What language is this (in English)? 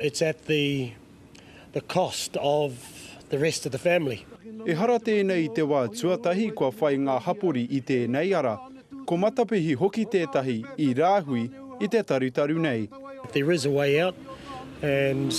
Māori